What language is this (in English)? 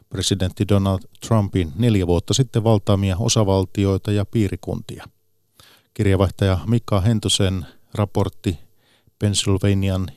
Finnish